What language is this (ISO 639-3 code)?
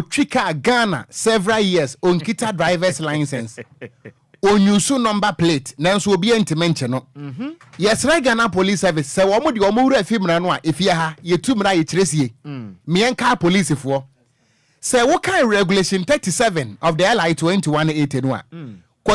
aka